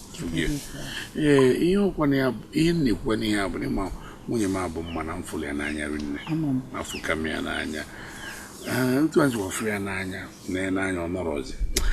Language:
Igbo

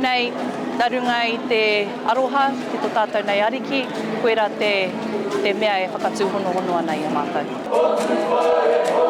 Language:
Māori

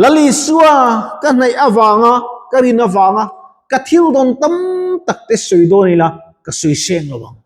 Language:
Mizo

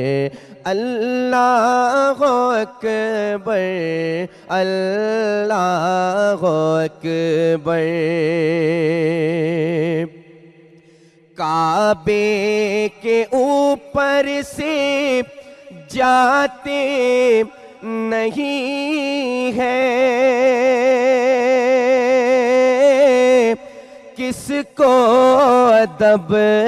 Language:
Urdu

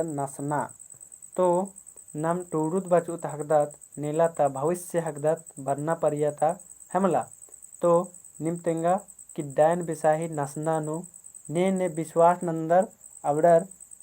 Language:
Kurukh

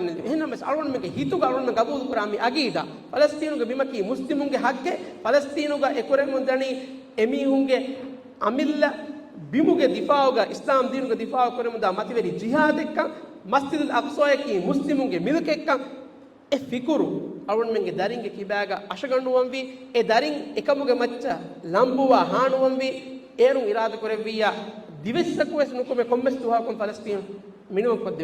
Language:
Divehi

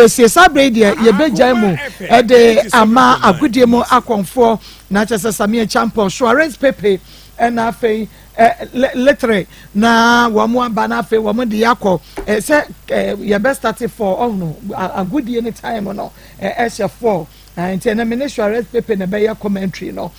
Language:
Akan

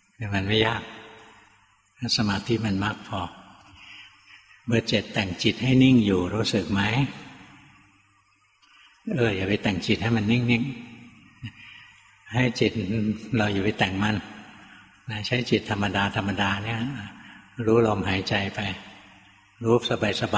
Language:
Thai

